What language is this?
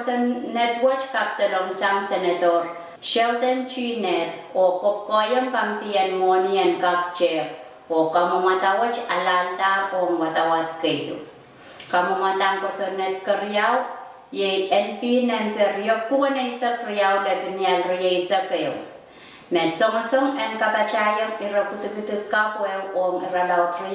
Pohnpeian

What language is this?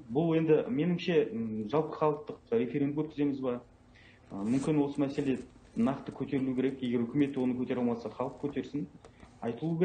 Kazakh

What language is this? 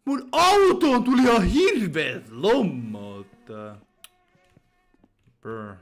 Finnish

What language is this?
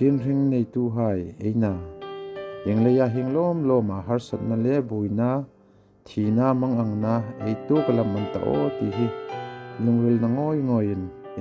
Hmar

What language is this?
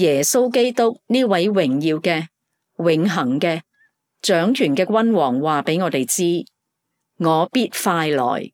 Cantonese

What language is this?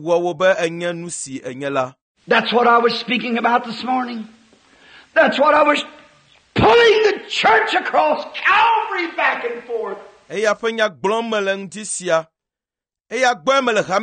Ewe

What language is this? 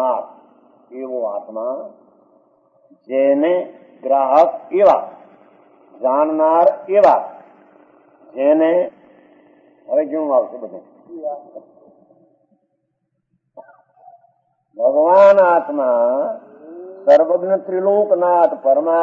Gujarati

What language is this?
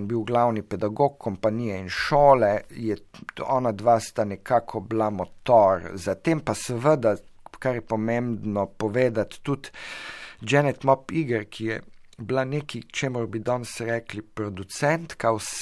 Slovenian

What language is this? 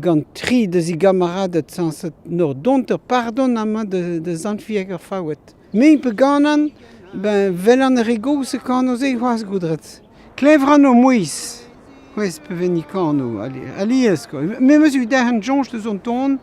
Breton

